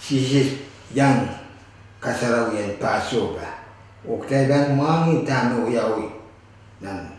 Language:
Pohnpeian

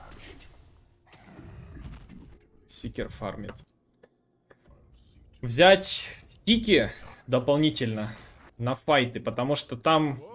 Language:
Russian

